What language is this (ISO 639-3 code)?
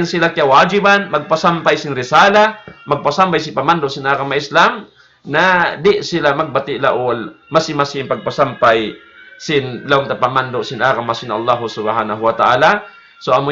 tsg